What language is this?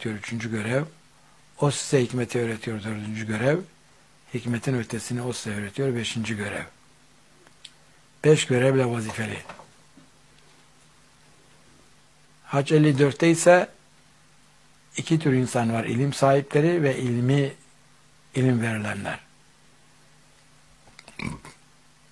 Turkish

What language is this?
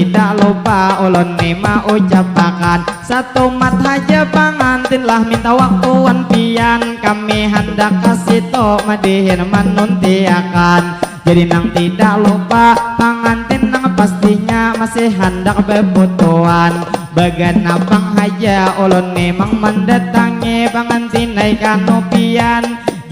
Banjar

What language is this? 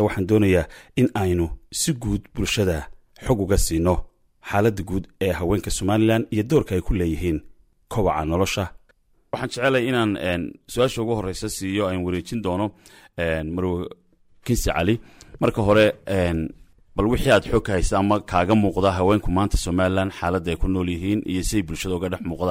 Somali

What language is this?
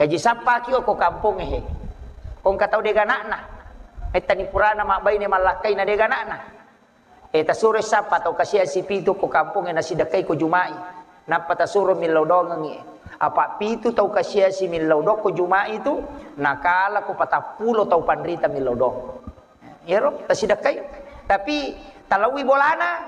Buginese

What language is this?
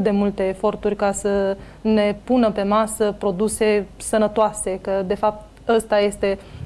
Romanian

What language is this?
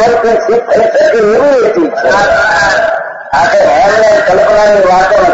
Gujarati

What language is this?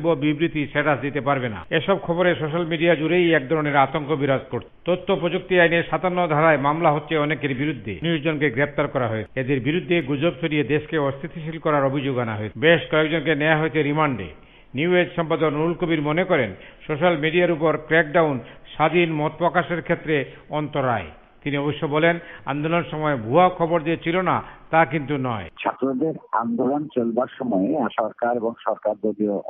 Bangla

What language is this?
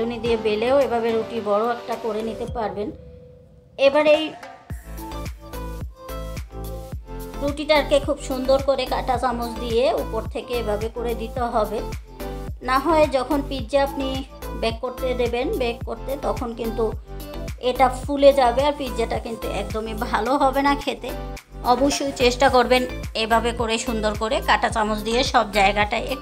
Bangla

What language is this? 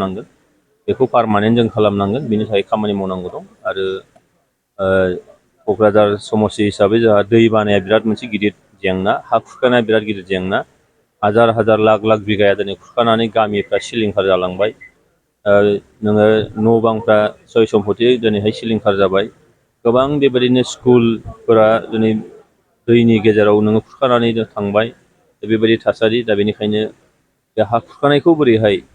Bodo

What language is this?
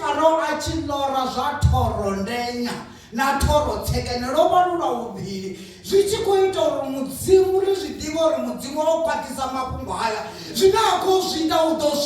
Venda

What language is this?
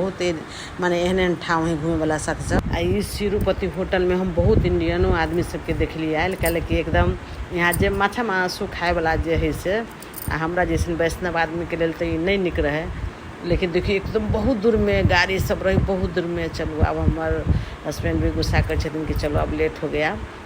Maithili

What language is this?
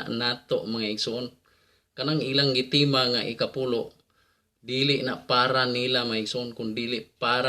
Cebuano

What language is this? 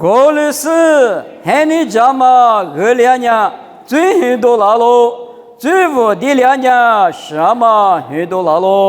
Lisu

